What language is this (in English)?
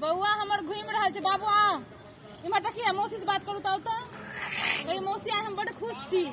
Maithili